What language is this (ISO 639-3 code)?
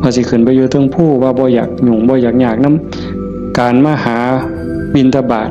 tts